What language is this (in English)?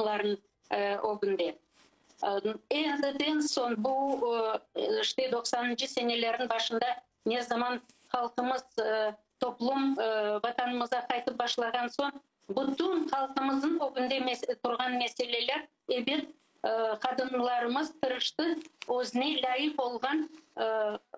Crimean Tatar